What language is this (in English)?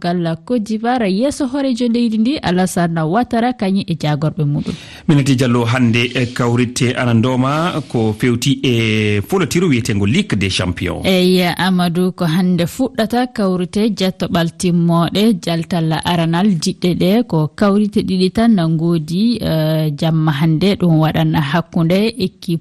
Fula